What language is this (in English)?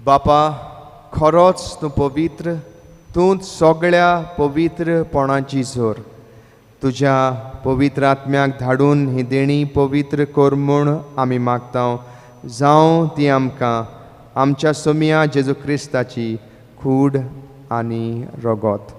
Konkani